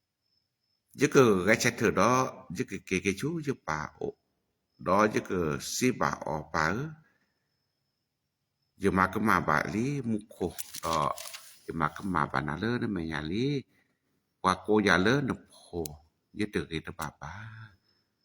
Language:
S'gaw Karen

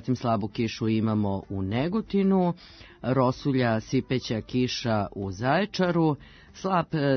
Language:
Serbian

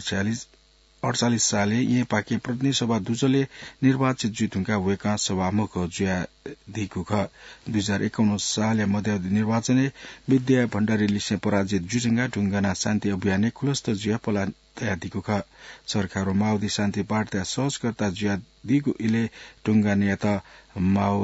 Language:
Newari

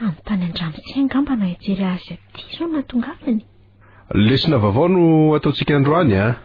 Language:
Malagasy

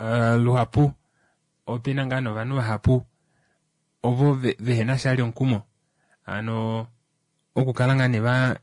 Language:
Kuanyama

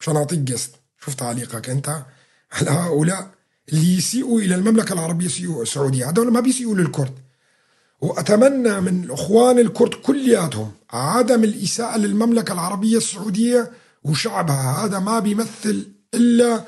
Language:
North Levantine Arabic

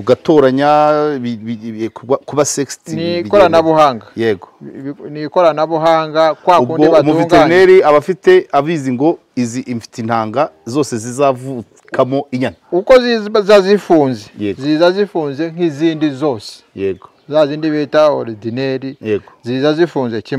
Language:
Kinyarwanda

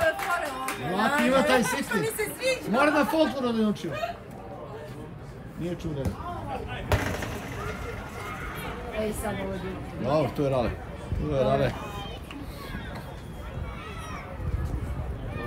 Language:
Serbian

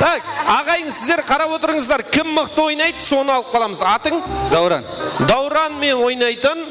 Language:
Kara-Kalpak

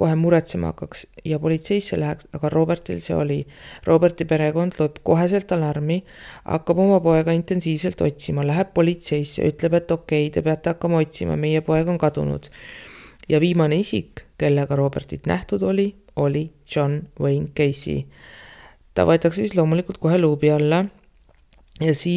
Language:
Estonian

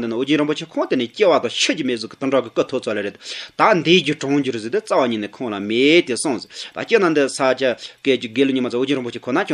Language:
Tibetan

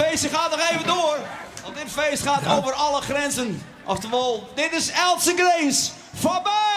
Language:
Western Frisian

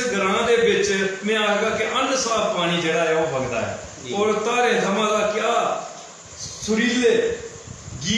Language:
Dogri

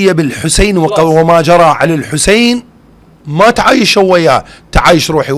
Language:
Mesopotamian Arabic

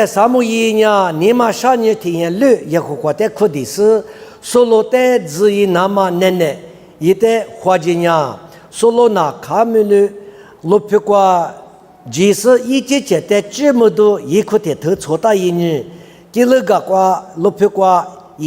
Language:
Lisu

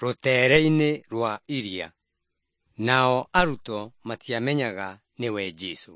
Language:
Kikuyu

